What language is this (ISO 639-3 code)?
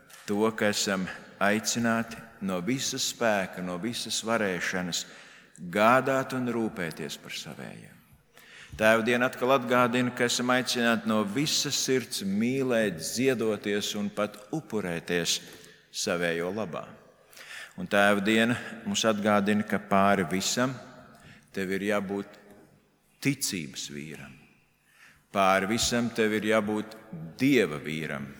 lav